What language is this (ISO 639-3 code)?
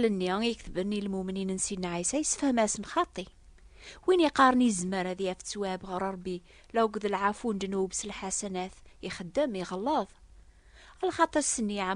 kab